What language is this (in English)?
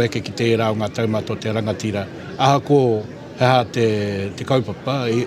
Māori